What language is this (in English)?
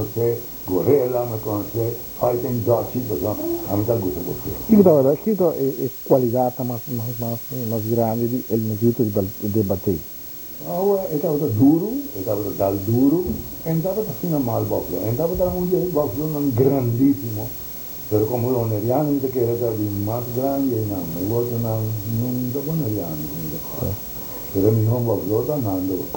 Papiamento